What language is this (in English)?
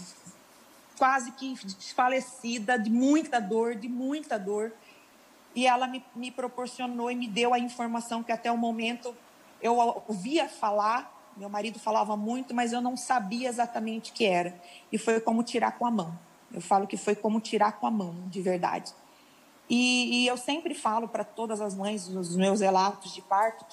Portuguese